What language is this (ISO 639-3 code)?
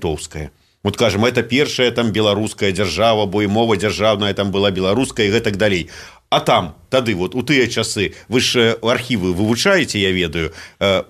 bel